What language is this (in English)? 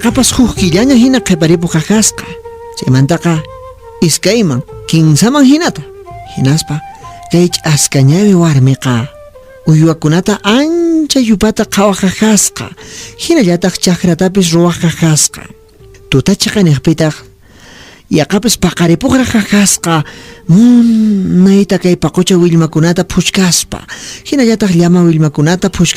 Quechua